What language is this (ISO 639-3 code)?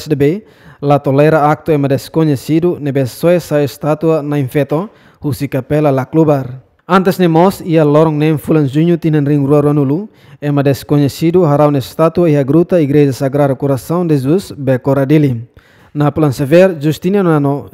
tet